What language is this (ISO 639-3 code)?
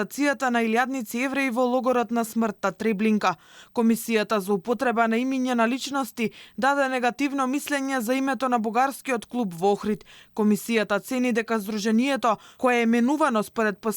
mkd